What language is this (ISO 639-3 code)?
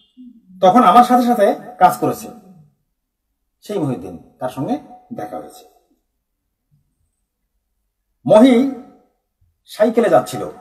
ben